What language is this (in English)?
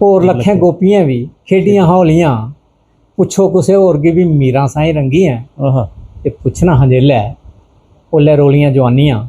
Dogri